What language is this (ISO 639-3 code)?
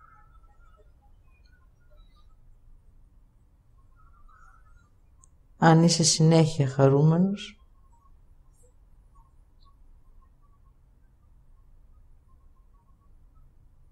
ell